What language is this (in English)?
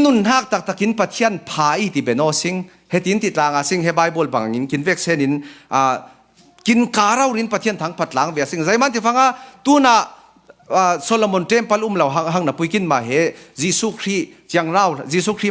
Falam Chin